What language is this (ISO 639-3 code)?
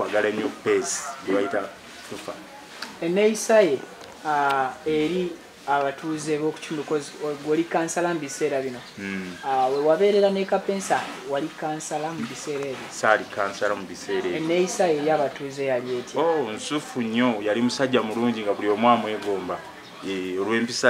lug